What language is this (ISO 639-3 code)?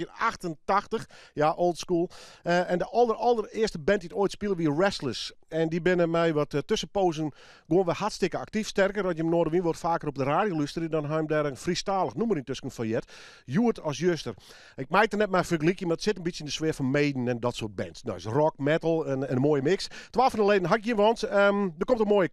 fry